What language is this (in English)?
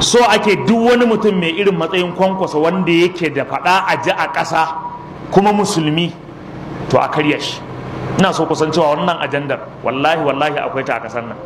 Hausa